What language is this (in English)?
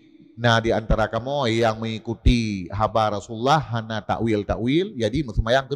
Achinese